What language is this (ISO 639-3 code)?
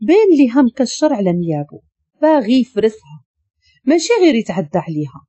ary